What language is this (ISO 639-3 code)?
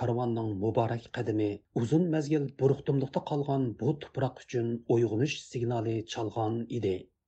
uig